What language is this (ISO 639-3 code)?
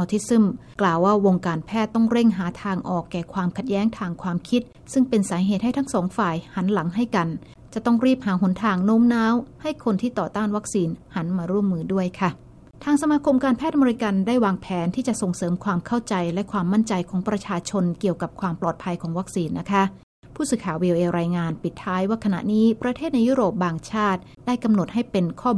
tha